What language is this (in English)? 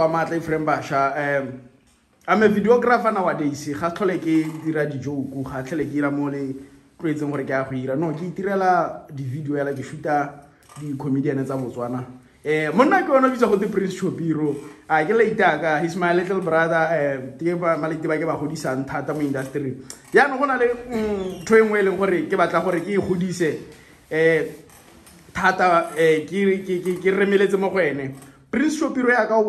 Tswana